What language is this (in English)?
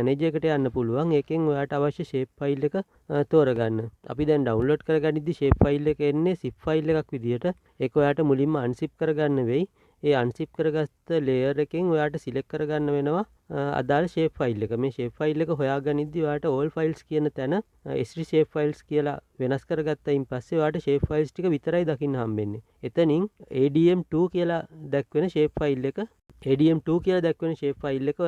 Sinhala